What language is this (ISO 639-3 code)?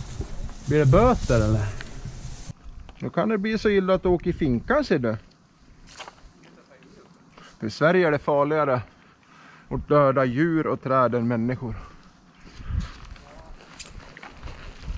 swe